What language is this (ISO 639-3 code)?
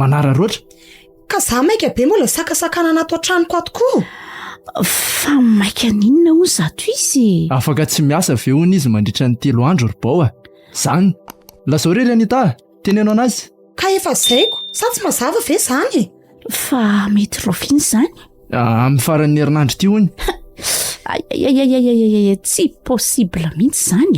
mlg